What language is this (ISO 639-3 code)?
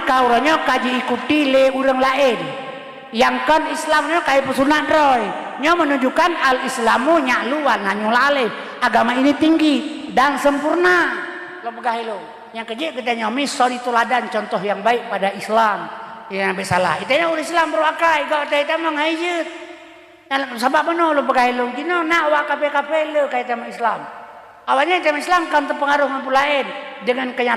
ace